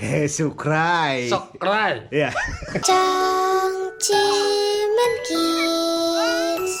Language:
Sundanese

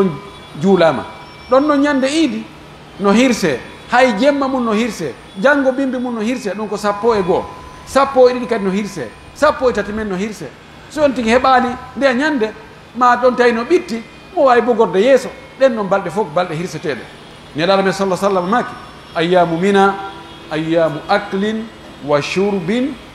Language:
Pular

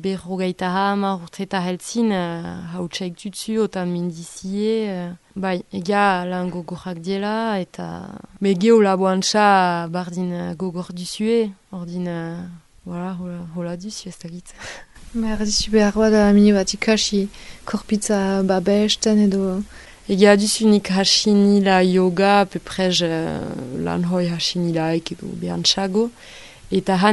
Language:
Basque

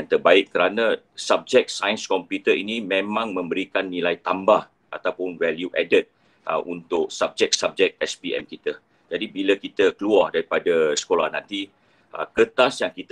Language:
Malay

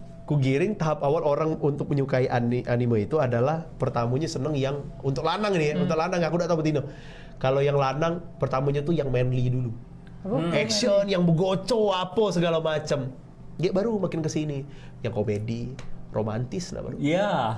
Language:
Musi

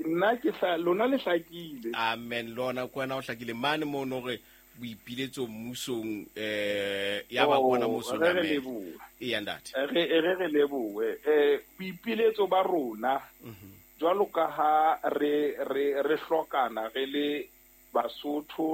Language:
Southern Sotho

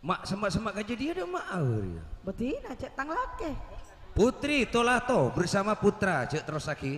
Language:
Madurese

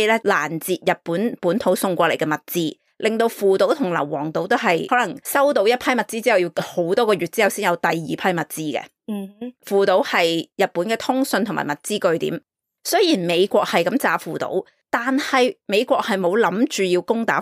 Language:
Cantonese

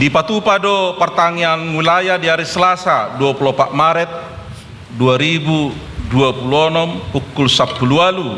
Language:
Batak Toba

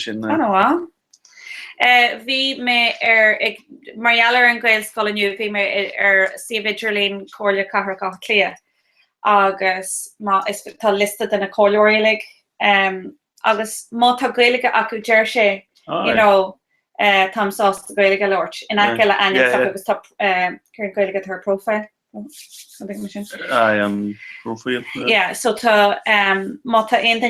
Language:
Irish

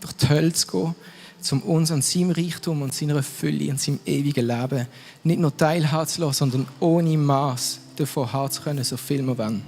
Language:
Swiss German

